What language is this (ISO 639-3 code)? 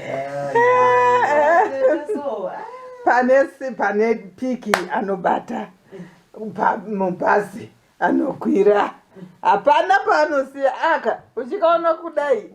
sna